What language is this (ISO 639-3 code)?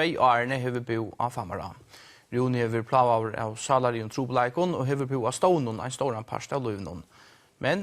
fao